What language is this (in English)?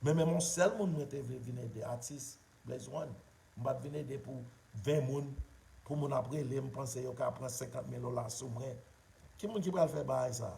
Haitian Creole